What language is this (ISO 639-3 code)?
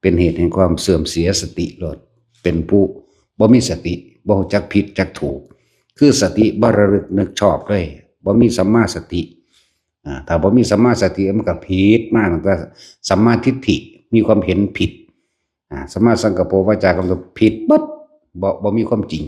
lao